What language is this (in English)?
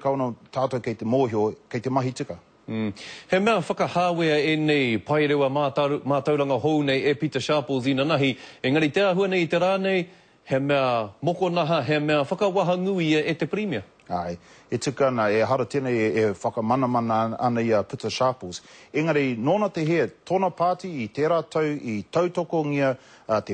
Māori